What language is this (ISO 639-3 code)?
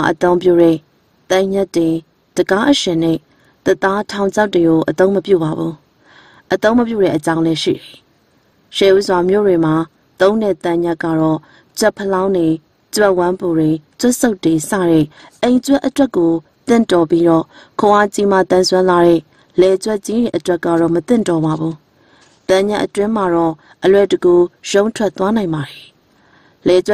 mya